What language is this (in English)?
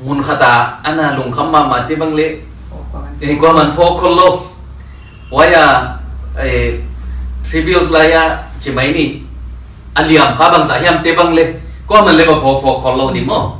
Paite Chin